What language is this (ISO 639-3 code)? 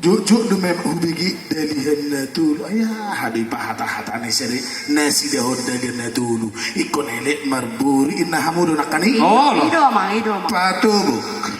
bbc